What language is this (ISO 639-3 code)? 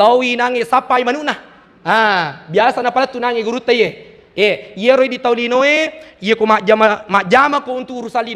bug